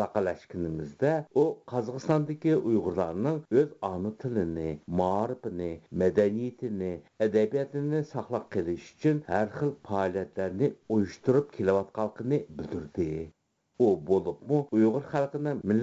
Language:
Uyghur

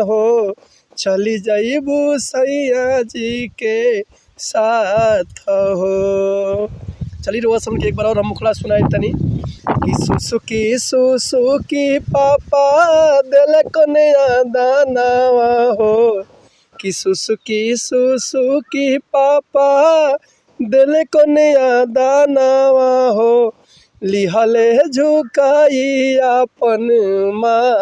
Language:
Bhojpuri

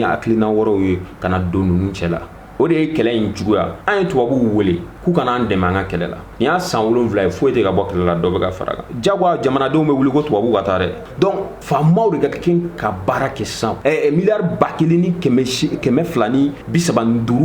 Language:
Bambara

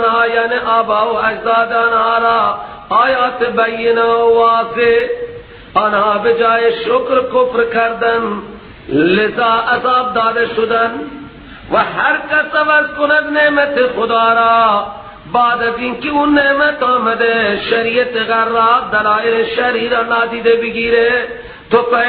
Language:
Persian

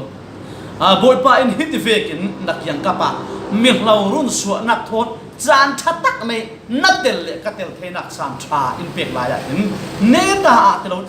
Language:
Falam Chin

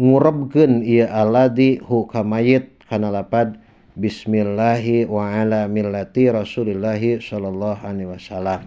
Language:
Sundanese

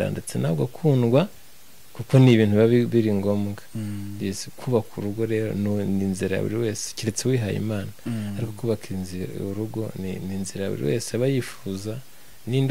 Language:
Kinyarwanda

